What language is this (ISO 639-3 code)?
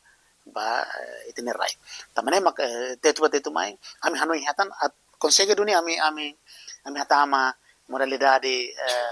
tet